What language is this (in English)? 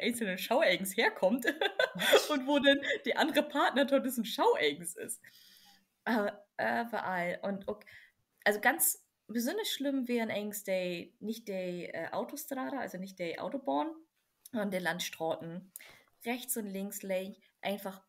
Low German